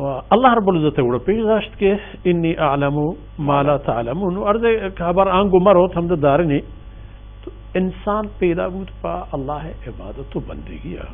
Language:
Baluchi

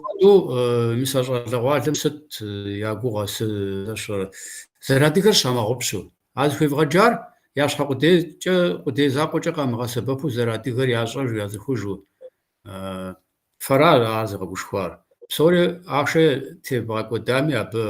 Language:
Kabardian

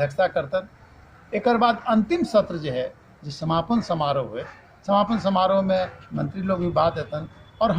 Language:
Magahi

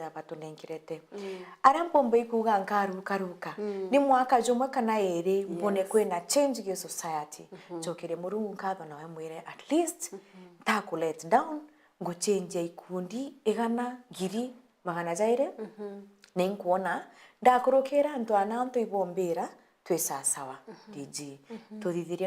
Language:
Meru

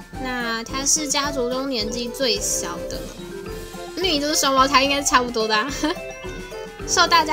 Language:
Chinese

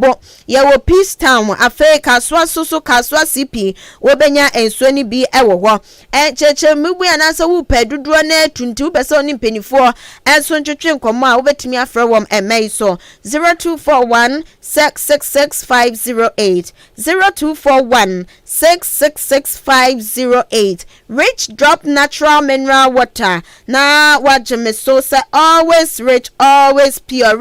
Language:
Akan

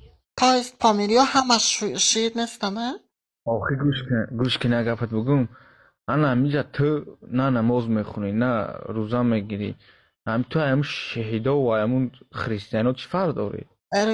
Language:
Tajik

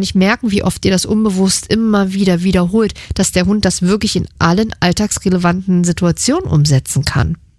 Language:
German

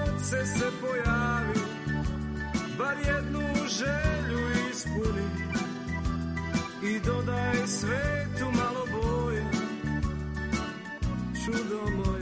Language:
Serbian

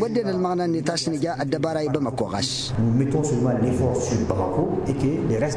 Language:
Tamasheq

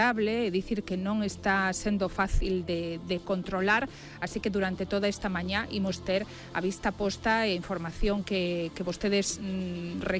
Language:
Galician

